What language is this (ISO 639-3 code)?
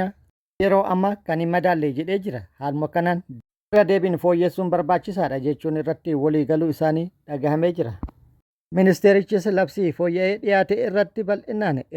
orm